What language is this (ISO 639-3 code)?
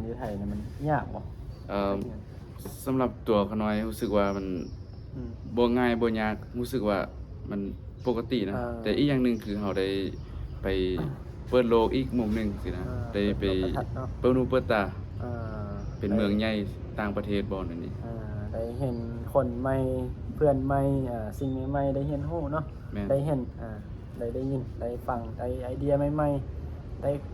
lao